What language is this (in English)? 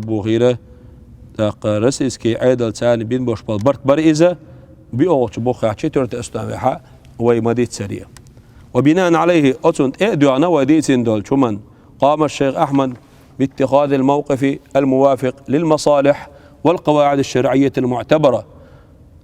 Chechen